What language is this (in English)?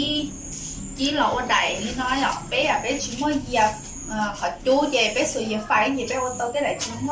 Hmong